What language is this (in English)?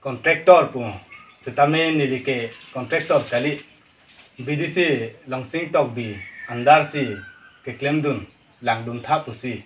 Karbi